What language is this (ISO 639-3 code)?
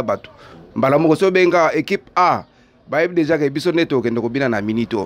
lin